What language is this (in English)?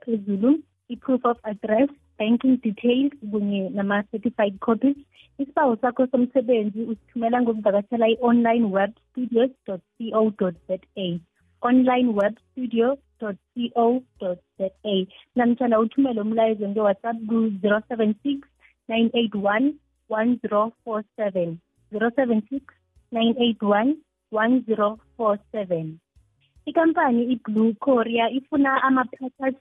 South Ndebele